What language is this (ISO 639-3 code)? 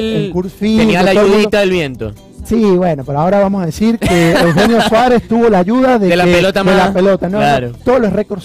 spa